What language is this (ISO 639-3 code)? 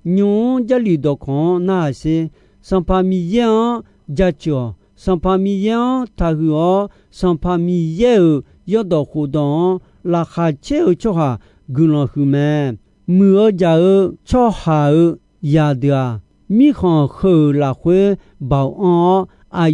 ahk